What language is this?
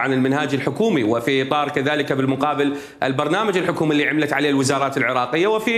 Mesopotamian Arabic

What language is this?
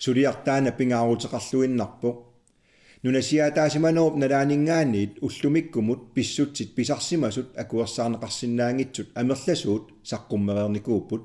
Kalaallisut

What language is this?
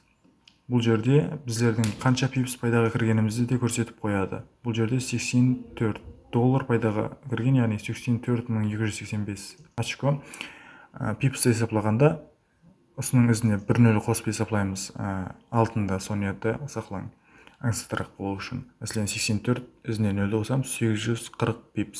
Kara-Kalpak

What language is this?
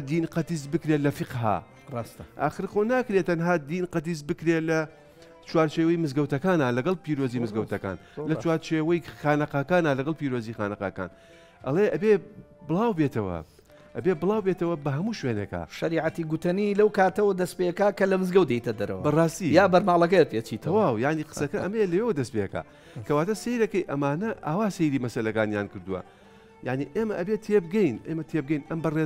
Central Kurdish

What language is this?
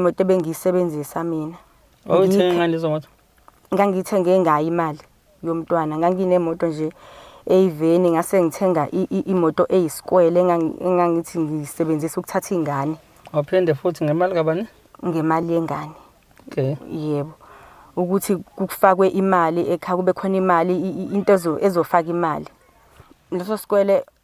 Zulu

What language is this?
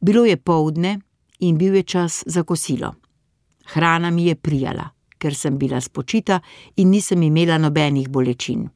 Slovenian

